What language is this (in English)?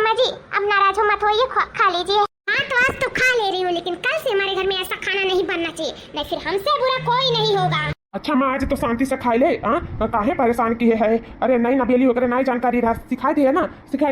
Awadhi